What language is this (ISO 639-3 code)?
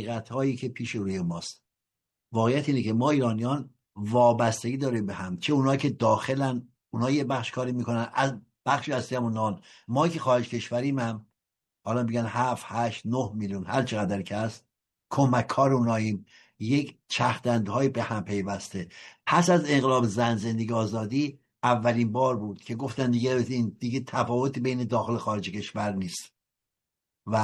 fas